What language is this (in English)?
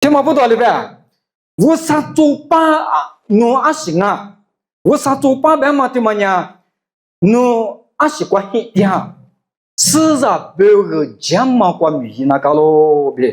Lisu